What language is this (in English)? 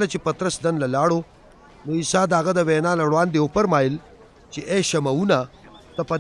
Pashto